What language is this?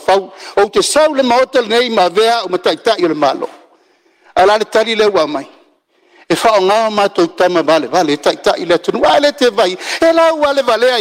Samoan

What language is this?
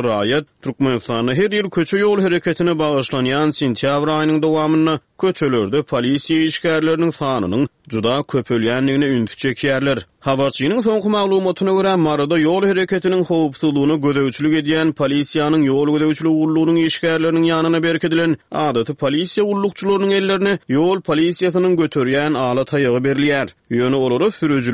Turkmen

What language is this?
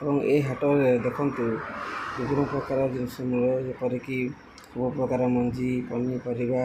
Odia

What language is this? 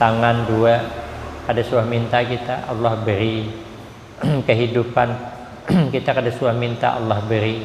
Banjar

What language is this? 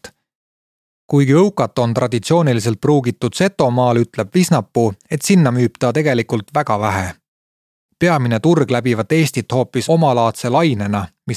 Estonian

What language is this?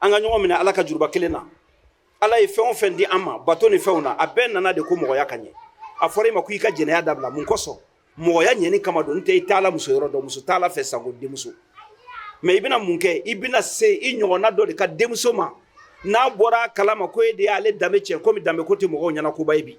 Bambara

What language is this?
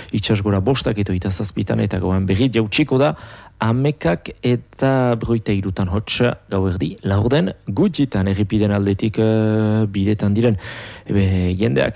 Basque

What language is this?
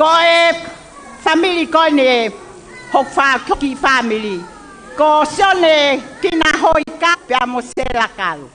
Tongan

